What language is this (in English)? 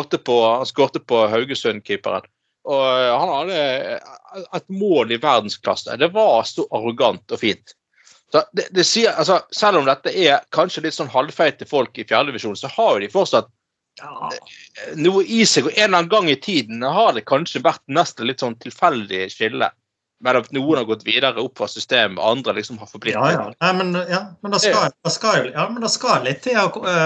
Norwegian